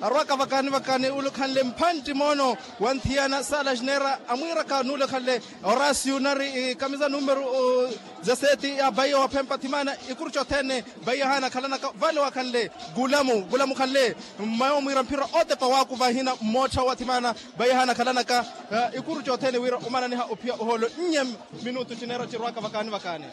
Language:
Makhuwa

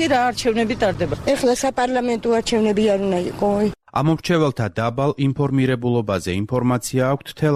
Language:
Georgian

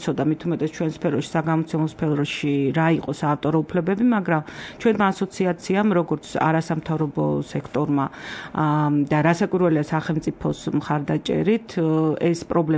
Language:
Georgian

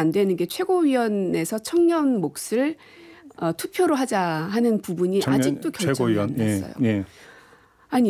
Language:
Korean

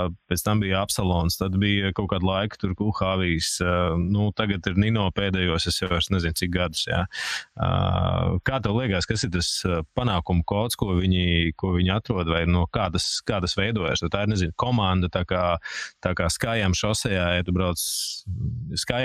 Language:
Latvian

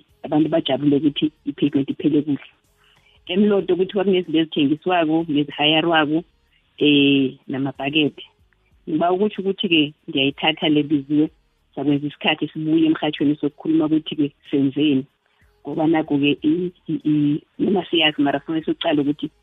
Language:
South Ndebele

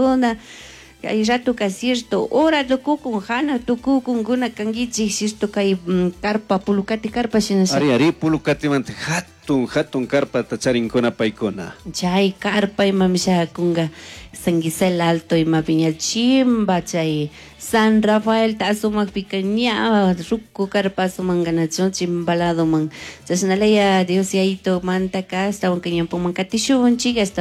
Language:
Chimborazo Highland Quichua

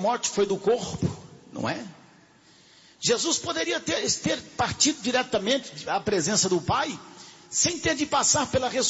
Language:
Portuguese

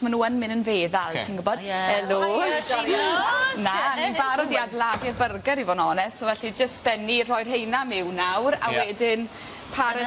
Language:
Welsh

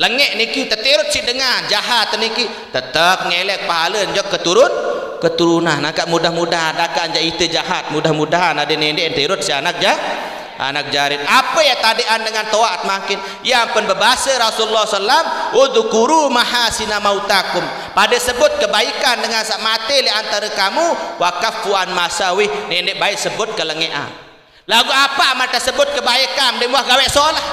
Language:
Sasak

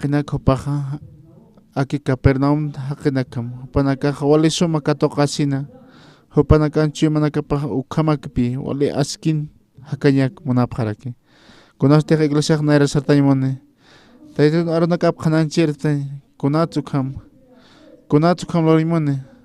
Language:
Aymara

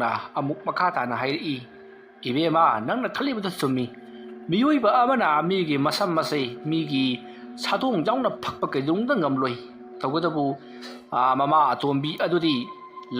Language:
Manipuri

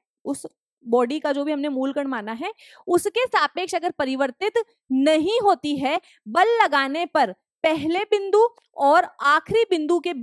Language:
Hindi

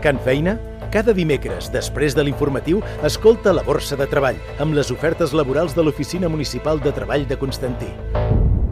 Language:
Catalan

